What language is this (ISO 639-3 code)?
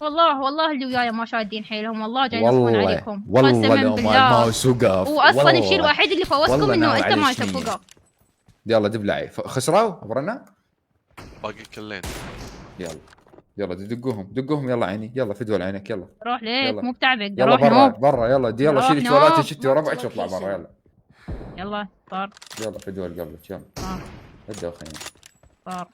acm